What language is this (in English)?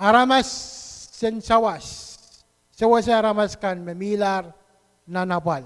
Pohnpeian